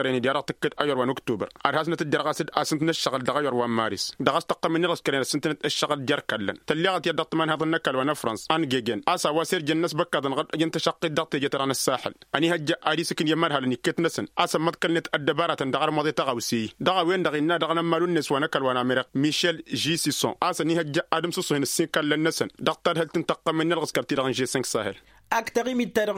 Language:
Tamasheq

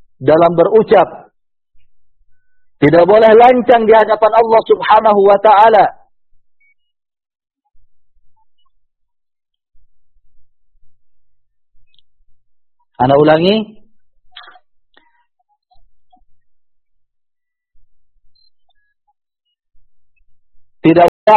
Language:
Indonesian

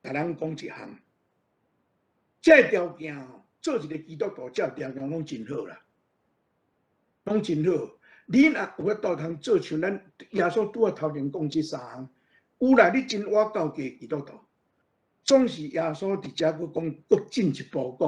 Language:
Min Nan Chinese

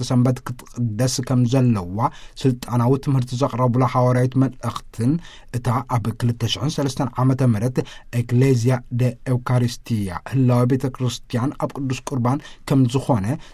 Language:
Tigrinya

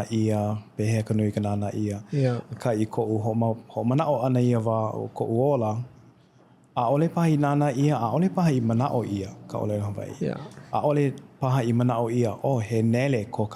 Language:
Hawaiian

